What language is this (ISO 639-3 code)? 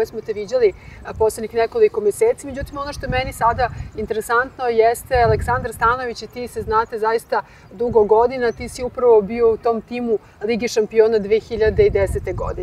srp